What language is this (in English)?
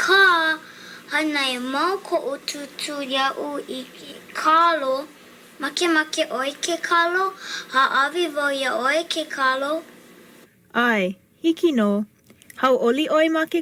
Hawaiian